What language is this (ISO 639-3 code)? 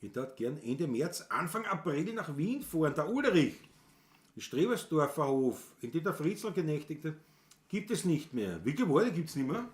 bar